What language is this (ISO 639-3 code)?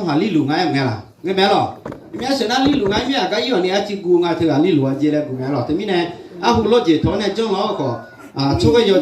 ahk